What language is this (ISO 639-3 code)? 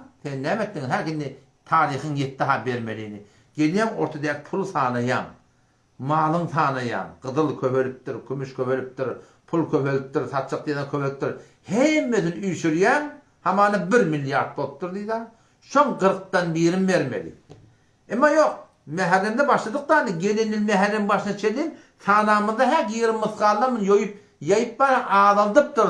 tuk